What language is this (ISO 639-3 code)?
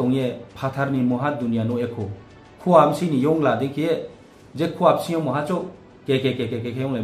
ria